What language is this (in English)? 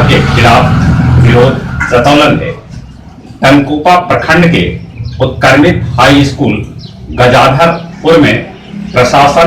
Magahi